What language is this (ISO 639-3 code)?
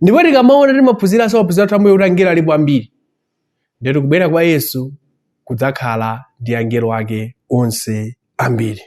nya